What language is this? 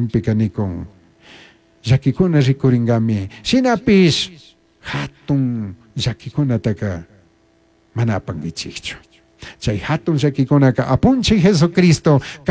Chimborazo Highland Quichua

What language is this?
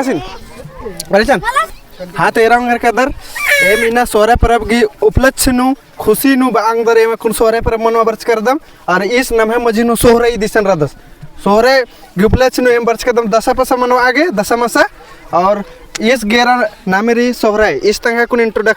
Kurukh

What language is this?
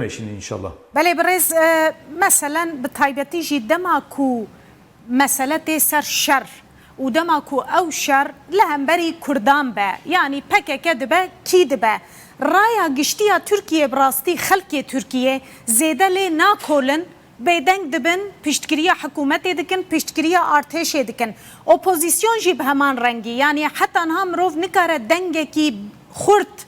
Kurdish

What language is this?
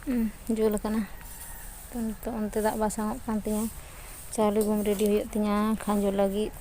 Santali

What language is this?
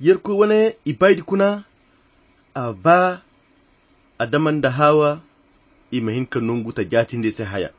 Koyra Chiini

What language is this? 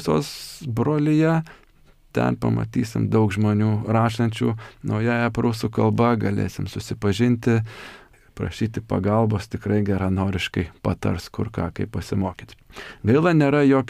Lithuanian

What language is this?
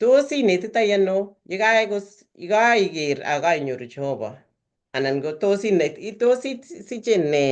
Kalenjin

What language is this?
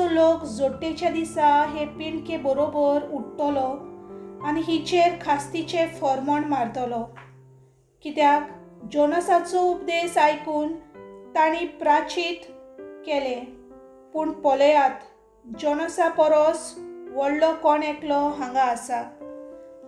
Konkani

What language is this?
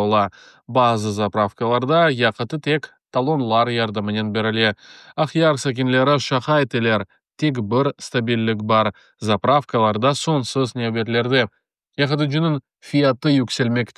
Crimean Tatar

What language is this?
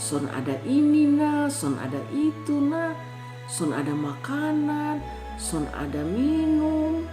Kupang Malay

